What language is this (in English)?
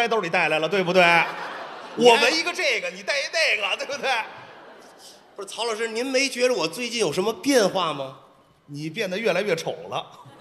Chinese